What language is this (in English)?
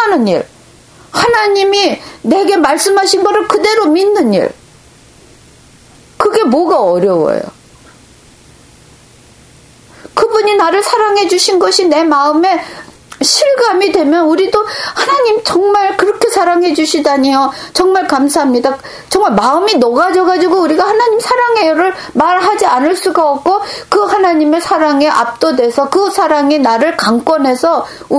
Korean